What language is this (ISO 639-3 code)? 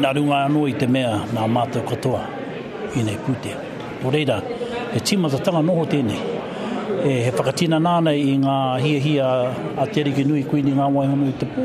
mri